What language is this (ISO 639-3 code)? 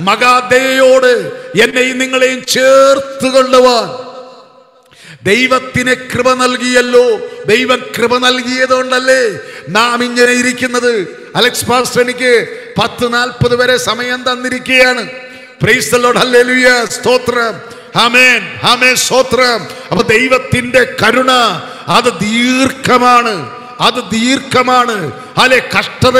mal